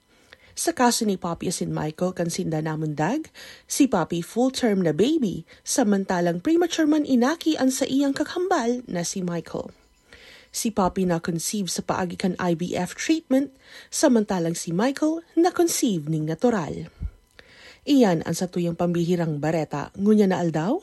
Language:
Bikol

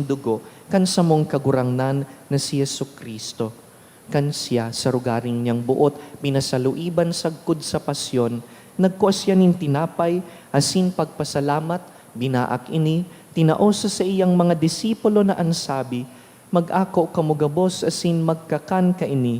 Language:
Bikol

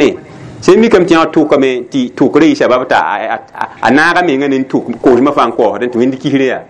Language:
Mossi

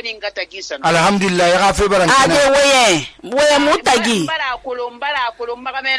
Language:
Susu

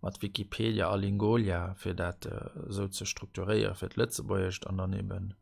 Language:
Luxembourgish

